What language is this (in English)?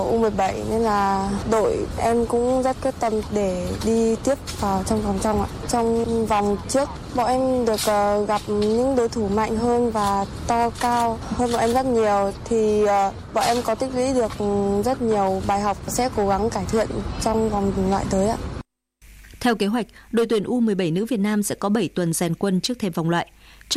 Vietnamese